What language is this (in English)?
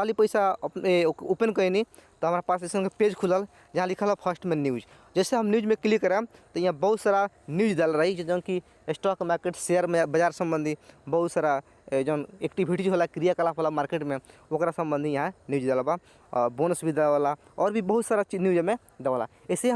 Bhojpuri